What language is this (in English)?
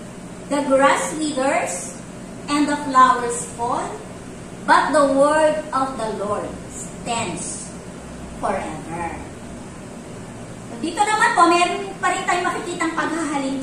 Filipino